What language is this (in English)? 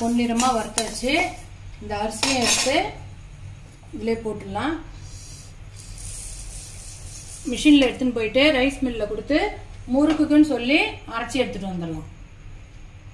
Tamil